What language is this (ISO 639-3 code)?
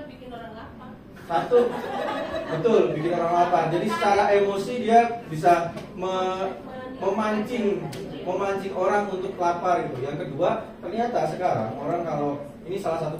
ind